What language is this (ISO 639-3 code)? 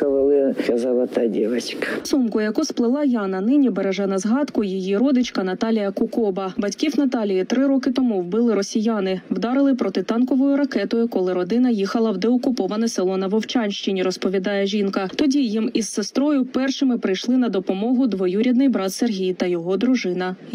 ukr